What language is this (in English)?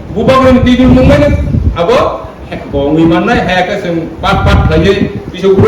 Kok Borok